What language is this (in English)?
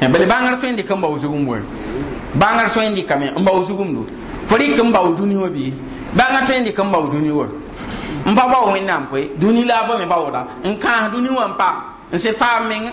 Mossi